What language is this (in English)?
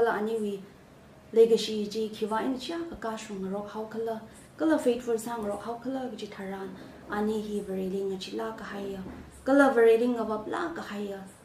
Tangkhul Naga (India)